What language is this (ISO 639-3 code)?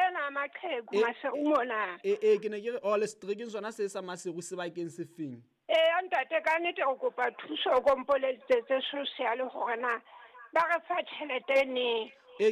sot